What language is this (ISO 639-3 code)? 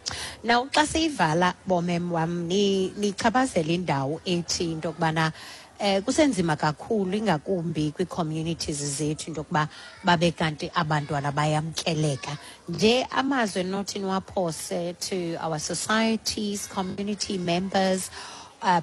xho